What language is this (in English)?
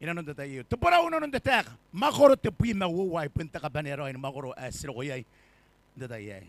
Gilbertese